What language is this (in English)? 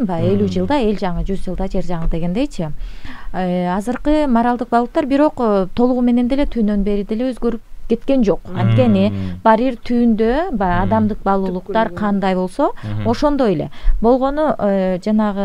Kyrgyz